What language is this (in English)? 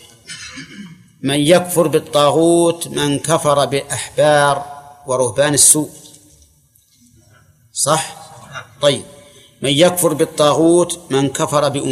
Arabic